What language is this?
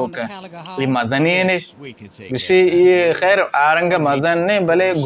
Baluchi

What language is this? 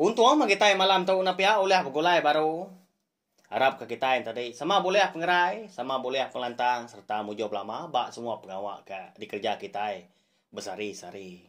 Iban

